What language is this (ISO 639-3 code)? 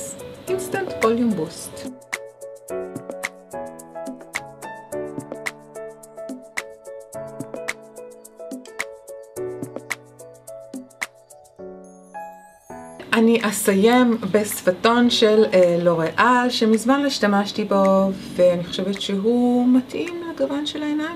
heb